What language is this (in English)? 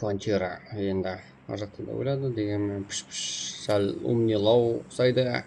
Kara-Kalpak